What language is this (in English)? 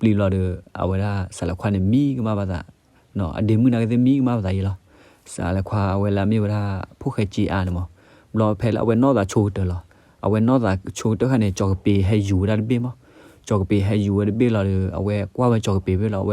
S'gaw Karen